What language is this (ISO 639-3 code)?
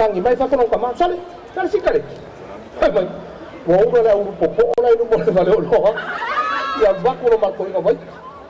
smo